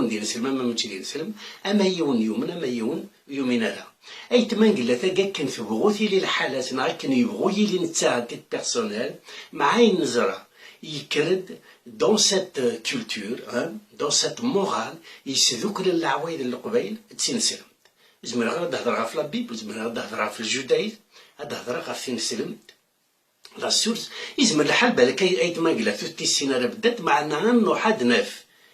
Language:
Kabyle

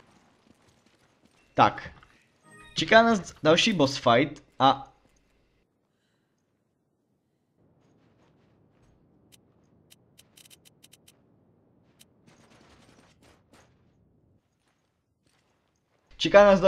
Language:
Czech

